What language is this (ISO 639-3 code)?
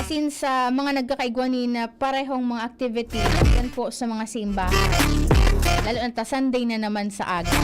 bik